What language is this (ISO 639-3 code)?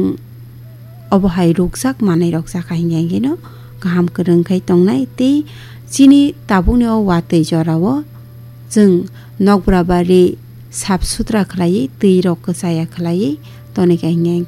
trp